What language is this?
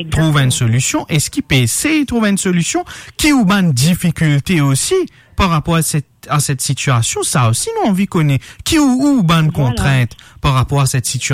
Morisyen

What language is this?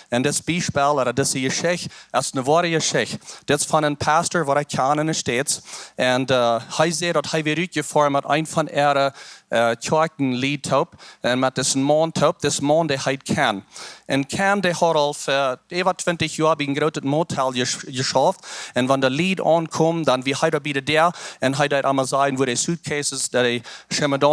Plautdietsch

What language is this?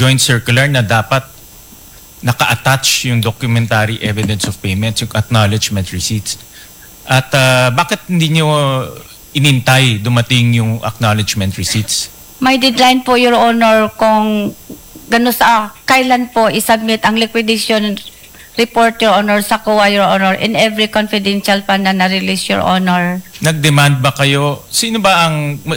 Filipino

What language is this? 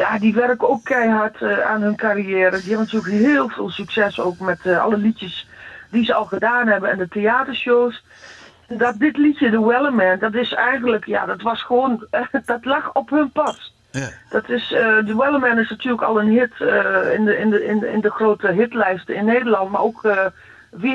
Dutch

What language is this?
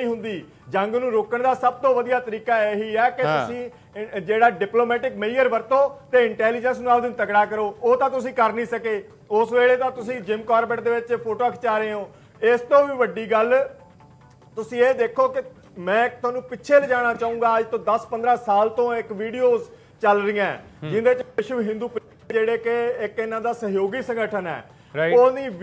Punjabi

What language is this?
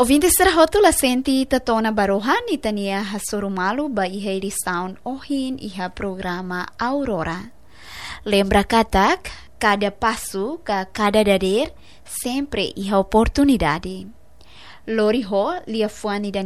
Tetum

